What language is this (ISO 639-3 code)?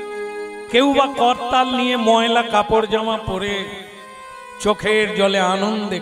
ben